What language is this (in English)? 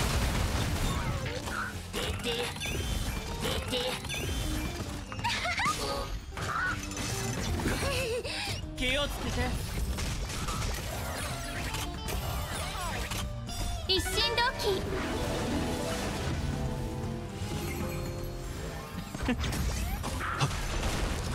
Japanese